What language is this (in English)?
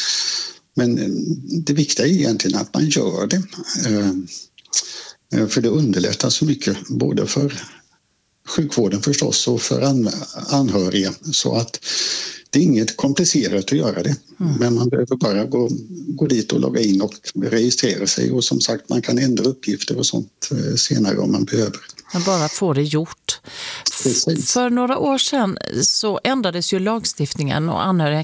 Swedish